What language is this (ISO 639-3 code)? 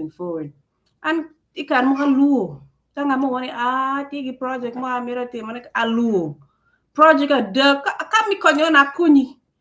ach